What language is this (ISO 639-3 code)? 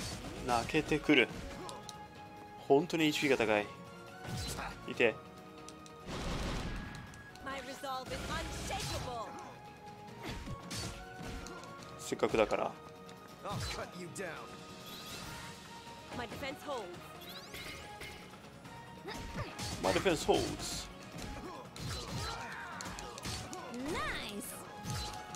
jpn